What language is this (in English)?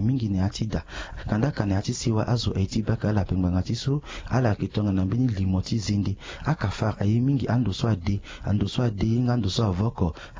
Sango